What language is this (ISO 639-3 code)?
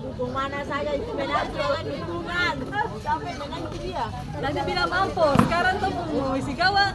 abs